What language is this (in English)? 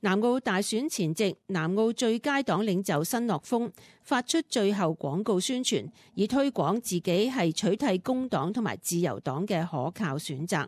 Cantonese